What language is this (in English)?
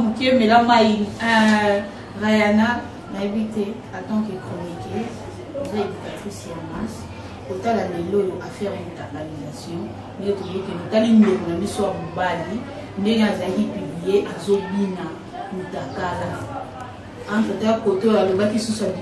Lingala